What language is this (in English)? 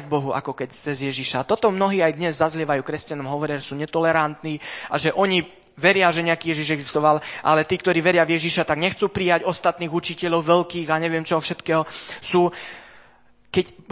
Slovak